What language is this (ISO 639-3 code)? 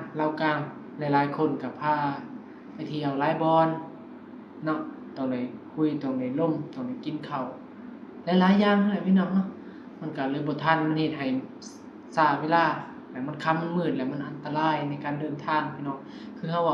tts